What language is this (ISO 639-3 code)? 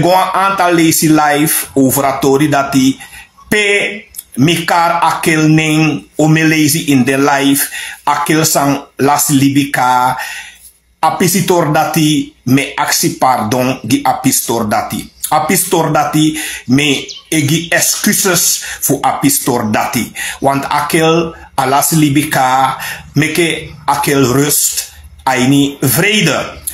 srn